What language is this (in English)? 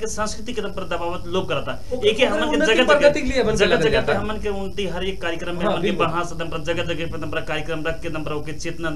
Bhojpuri